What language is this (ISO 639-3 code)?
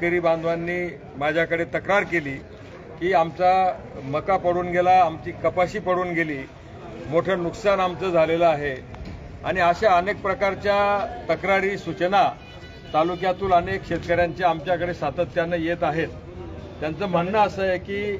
mar